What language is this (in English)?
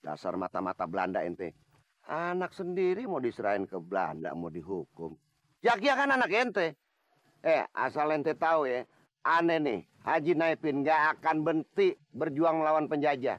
Betawi